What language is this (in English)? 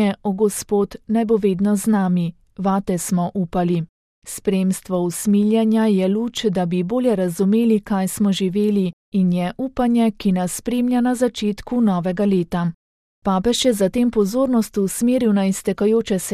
Slovenian